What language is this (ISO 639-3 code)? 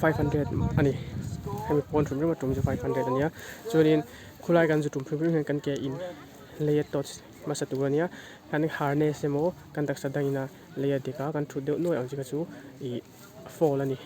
lus